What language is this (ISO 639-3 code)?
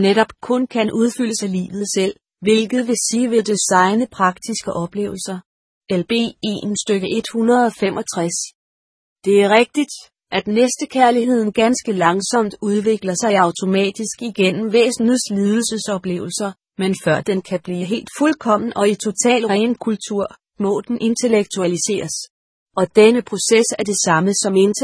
dan